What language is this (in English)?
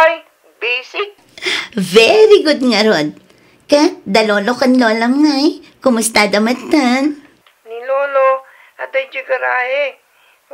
Iloko